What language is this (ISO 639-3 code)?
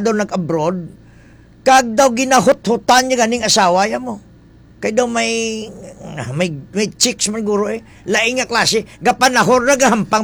hil